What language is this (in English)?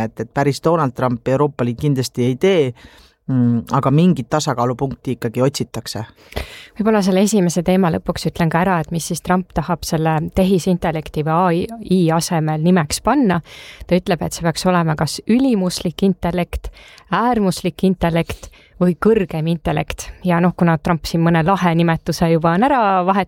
Estonian